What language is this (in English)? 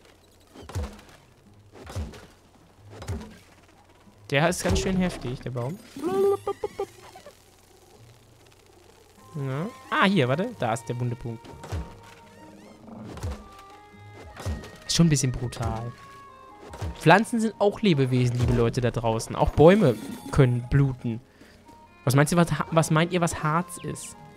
German